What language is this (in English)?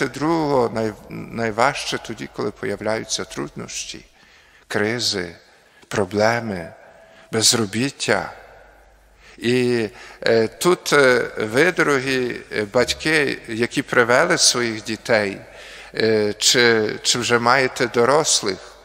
Ukrainian